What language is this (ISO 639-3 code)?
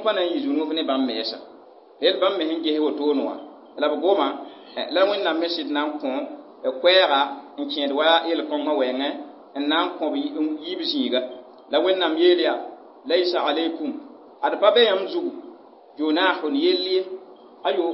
mos